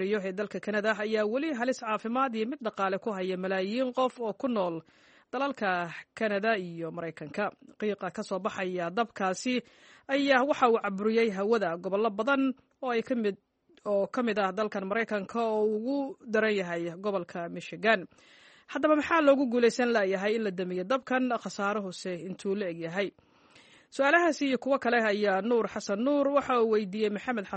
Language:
Somali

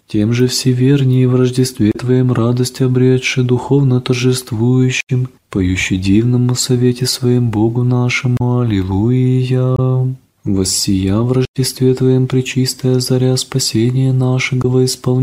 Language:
Russian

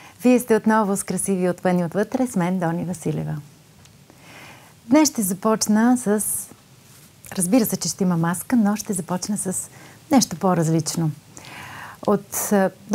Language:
Bulgarian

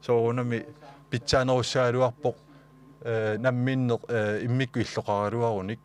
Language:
Kalaallisut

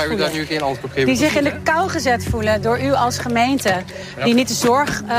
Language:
Dutch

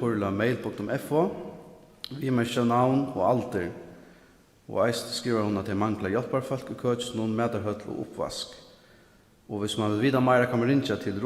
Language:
Faroese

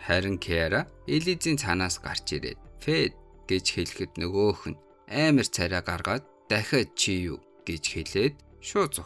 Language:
Mongolian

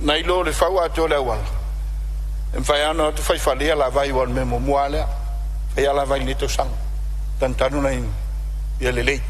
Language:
Samoan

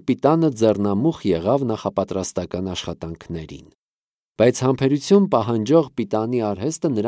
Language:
Armenian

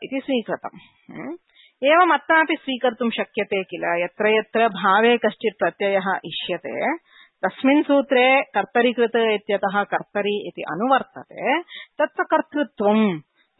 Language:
Sanskrit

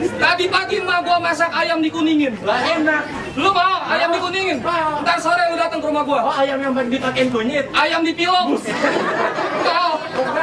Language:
Betawi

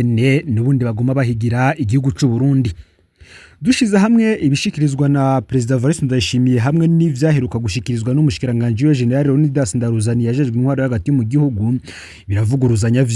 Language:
Rundi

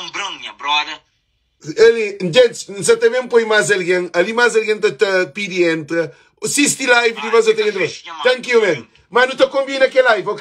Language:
Kabuverdianu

